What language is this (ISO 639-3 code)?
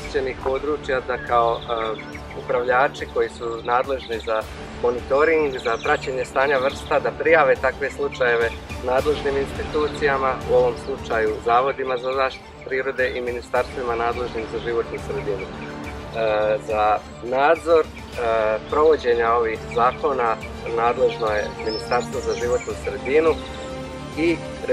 bos